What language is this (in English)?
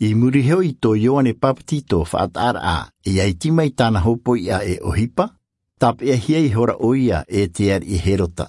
Tahitian